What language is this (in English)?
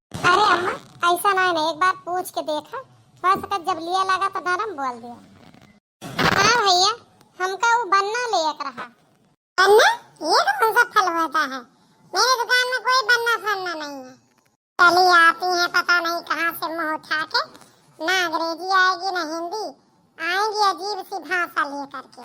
Awadhi